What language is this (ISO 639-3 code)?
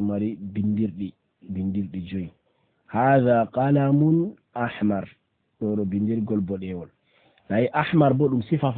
ful